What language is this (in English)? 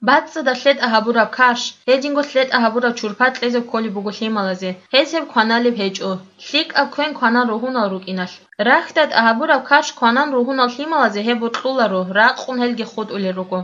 Avaric